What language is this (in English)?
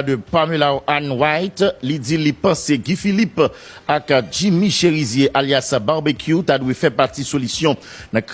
Haitian Creole